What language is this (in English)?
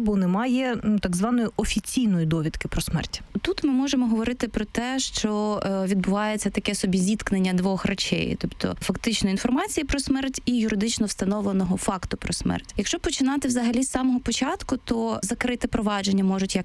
Ukrainian